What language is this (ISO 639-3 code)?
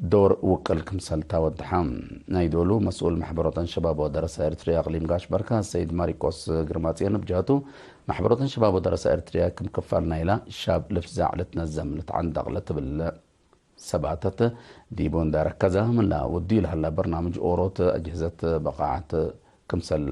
tig